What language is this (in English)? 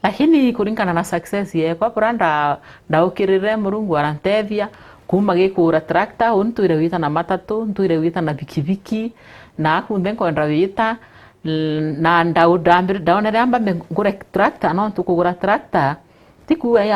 Meru